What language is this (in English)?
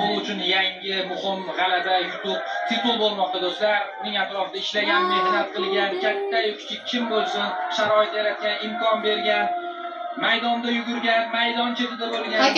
Uzbek